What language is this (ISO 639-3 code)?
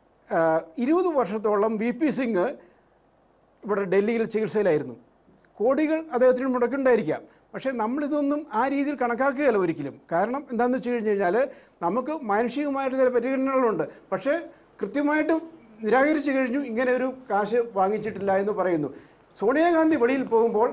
mal